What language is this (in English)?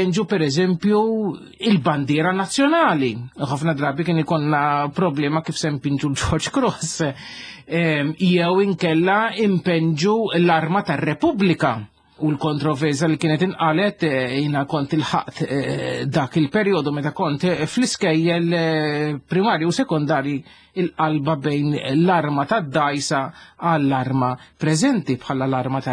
Maltese